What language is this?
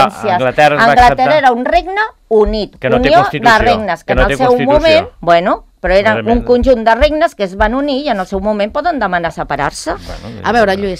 Catalan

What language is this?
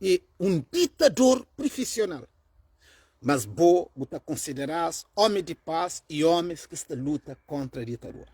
Kabuverdianu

